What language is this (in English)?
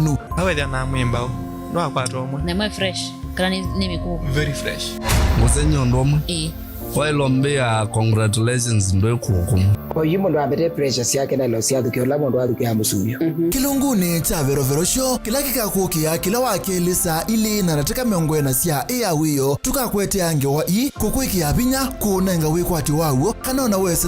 Kamba